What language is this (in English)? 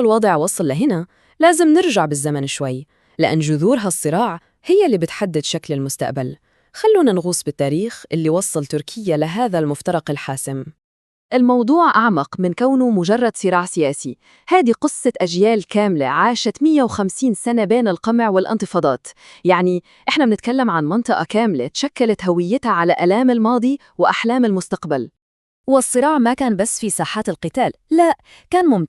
North Levantine Arabic